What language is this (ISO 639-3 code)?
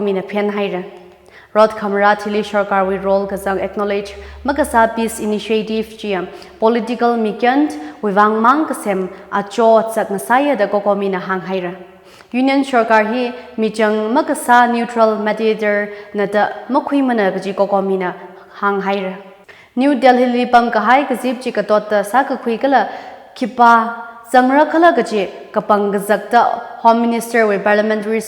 nmf